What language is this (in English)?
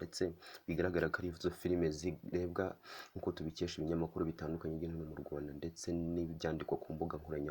Kinyarwanda